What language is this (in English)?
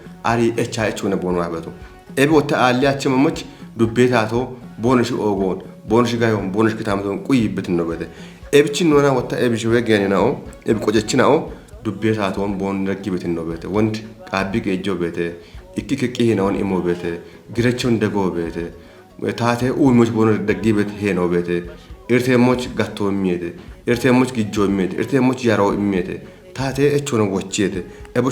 Kafa